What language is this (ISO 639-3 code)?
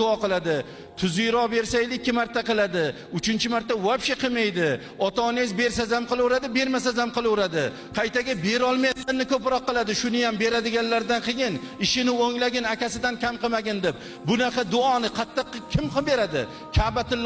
uzb